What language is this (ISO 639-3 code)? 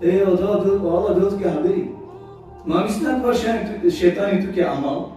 rmn